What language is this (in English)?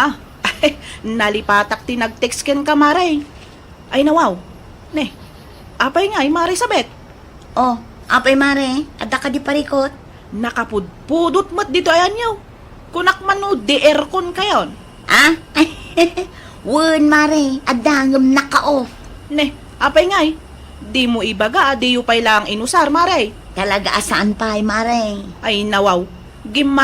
Iloko